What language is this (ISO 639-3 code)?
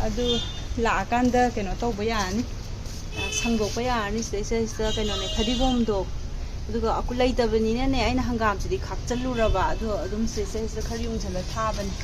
mni